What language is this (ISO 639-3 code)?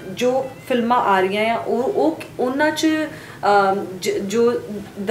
pan